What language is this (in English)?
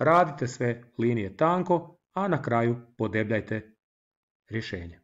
Croatian